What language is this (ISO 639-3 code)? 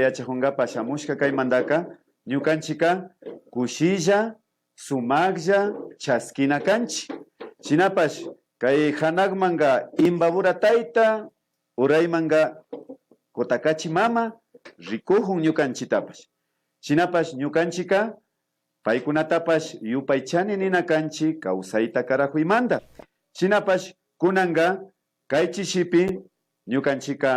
qvi